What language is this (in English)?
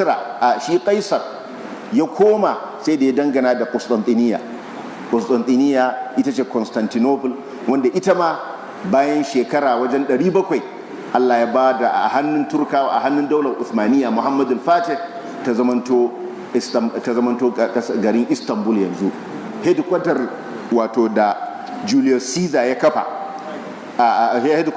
Hausa